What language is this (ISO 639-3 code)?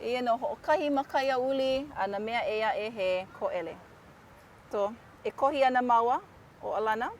haw